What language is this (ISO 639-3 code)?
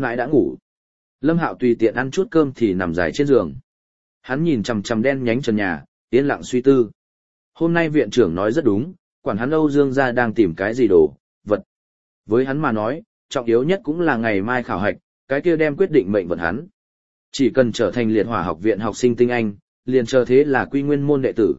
vie